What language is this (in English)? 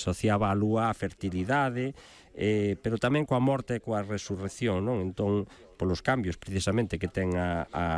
Galician